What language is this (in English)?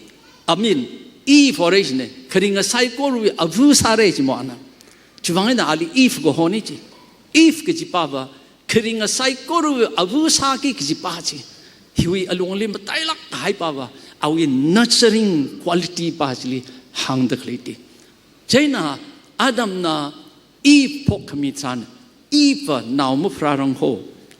Tangkhul Naga (India)